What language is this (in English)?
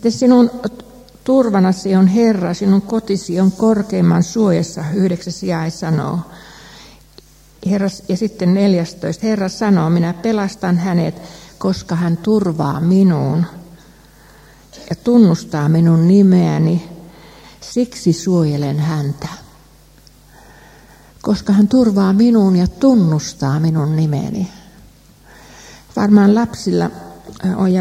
Finnish